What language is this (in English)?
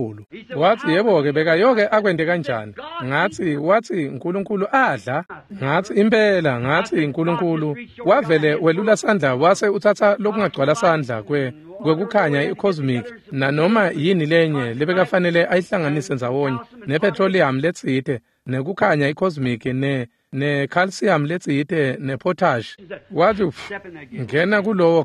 Swati